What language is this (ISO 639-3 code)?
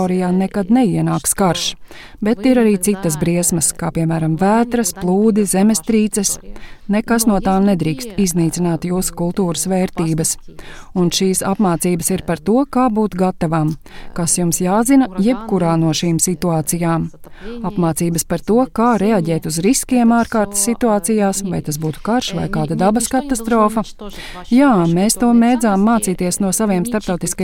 lav